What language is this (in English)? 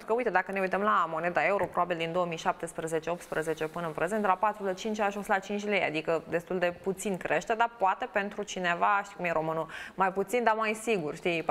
Romanian